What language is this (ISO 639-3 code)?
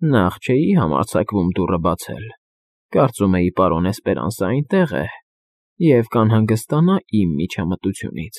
hye